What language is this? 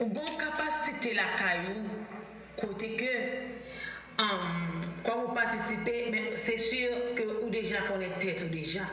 Haitian Creole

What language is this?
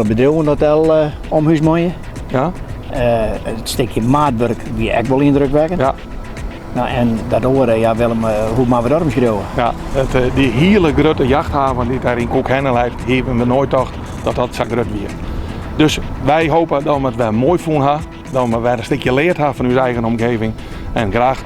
Western Frisian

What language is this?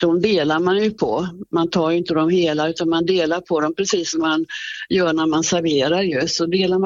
Swedish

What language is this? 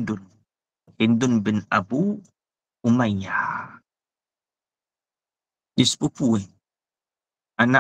Malay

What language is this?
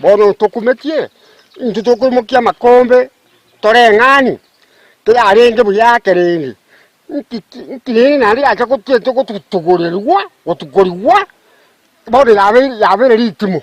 Gusii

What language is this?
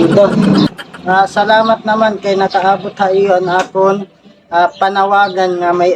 Waray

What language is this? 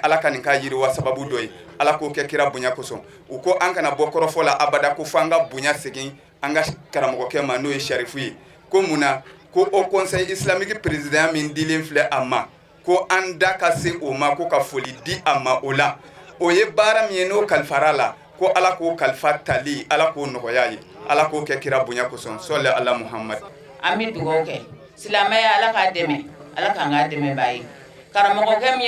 Bambara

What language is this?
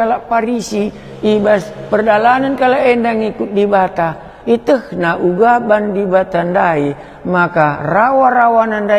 Batak Karo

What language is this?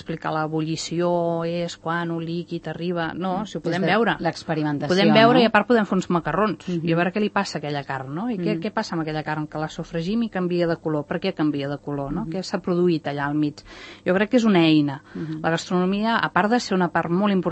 Catalan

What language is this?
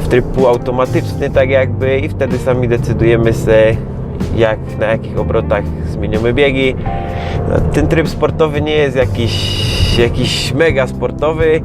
Silesian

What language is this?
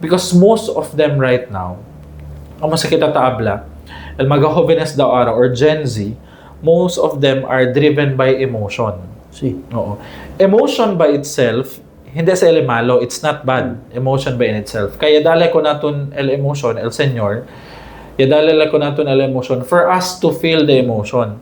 Chavacano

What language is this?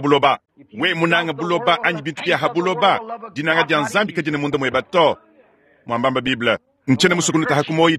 Luba-Lulua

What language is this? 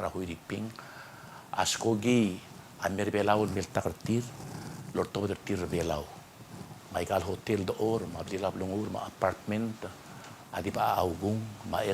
Palauan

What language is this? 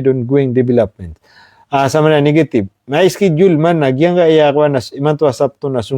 Maranao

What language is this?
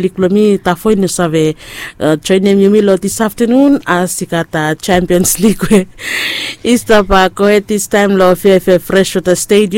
Bislama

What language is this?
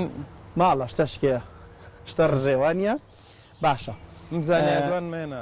Central Kurdish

